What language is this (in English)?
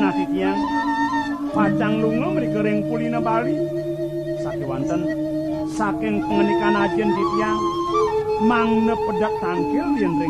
Balinese